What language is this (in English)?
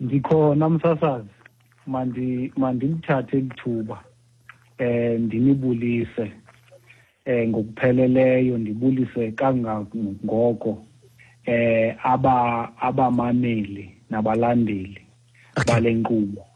Xhosa